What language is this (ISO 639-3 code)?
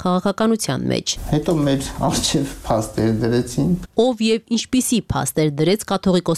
hye